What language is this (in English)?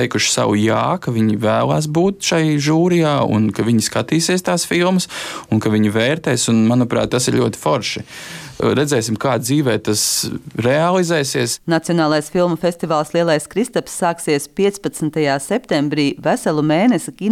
Latvian